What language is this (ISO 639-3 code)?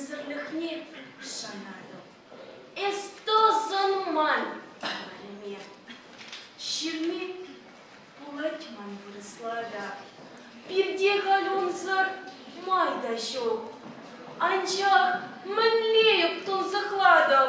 chv